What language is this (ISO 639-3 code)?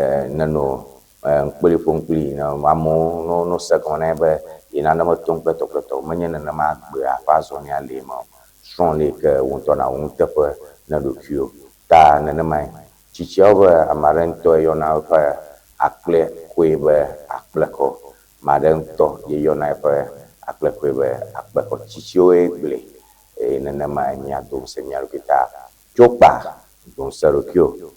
ewe